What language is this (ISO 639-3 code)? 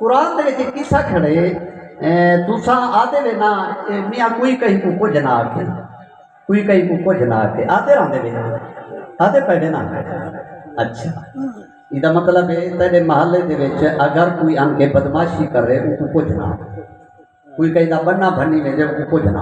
skr